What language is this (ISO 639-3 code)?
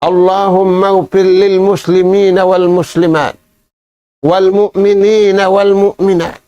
tsg